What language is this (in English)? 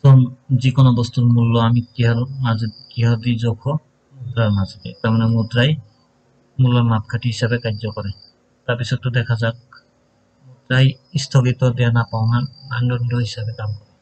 Assamese